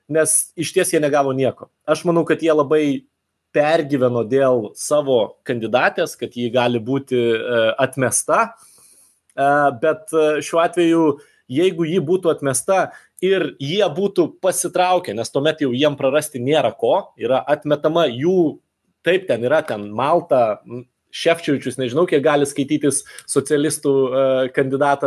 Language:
Lithuanian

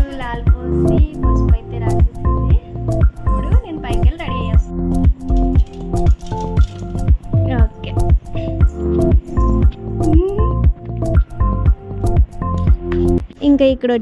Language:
Telugu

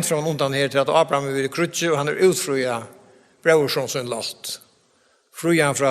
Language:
Faroese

